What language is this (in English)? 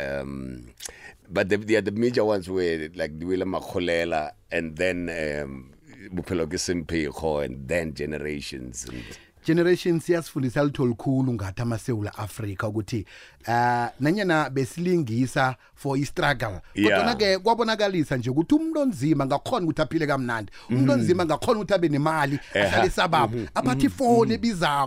South Ndebele